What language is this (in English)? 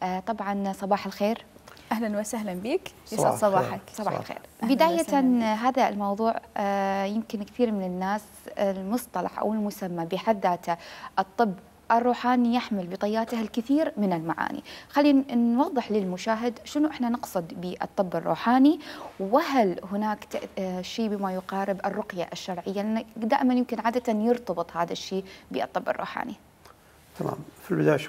Mesopotamian Arabic